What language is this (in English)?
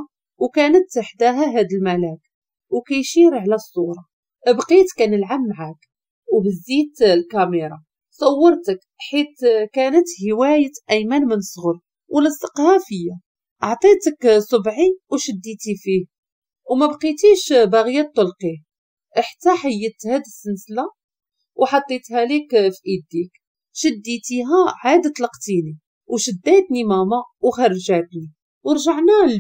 Moroccan Arabic